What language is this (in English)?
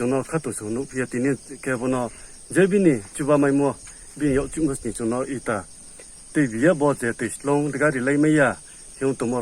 Riang (India)